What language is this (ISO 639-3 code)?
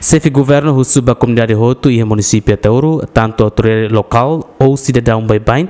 tet